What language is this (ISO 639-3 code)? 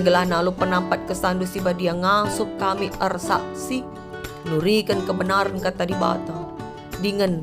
btx